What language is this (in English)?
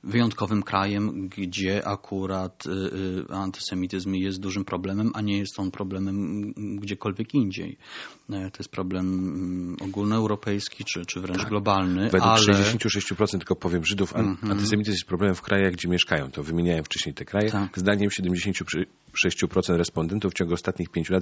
Polish